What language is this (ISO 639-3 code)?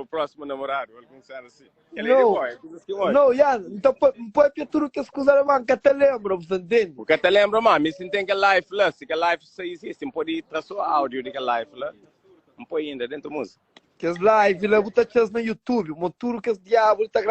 kea